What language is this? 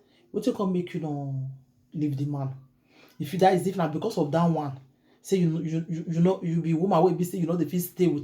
Nigerian Pidgin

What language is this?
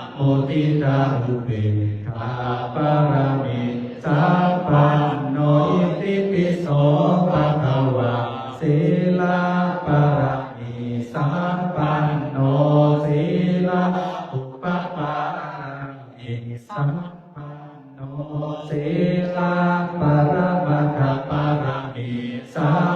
Pali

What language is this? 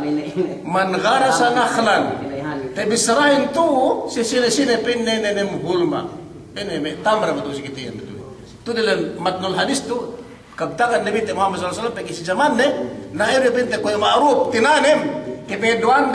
Yakan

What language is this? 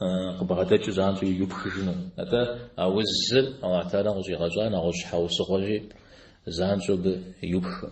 Kabardian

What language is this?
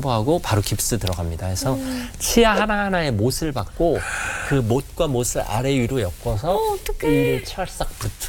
Korean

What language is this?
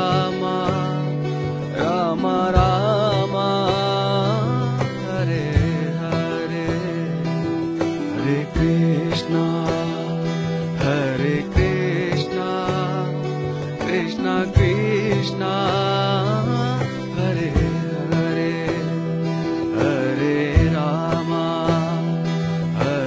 Telugu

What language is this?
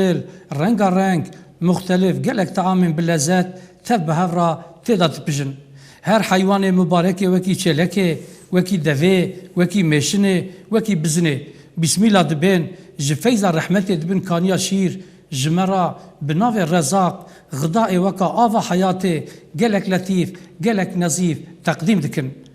Kurdish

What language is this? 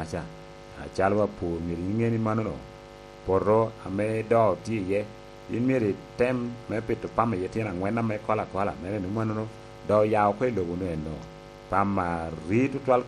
Lango (Uganda)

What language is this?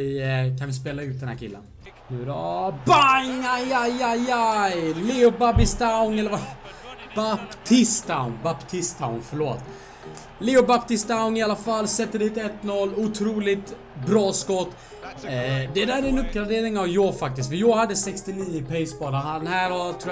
Swedish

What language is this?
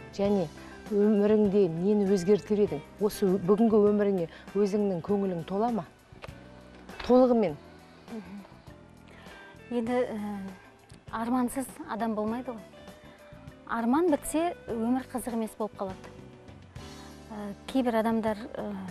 Kazakh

